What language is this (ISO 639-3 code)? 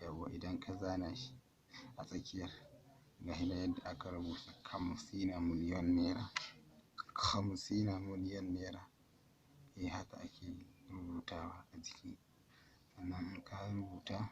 hau